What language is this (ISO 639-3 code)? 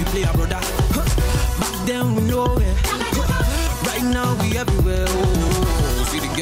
pcm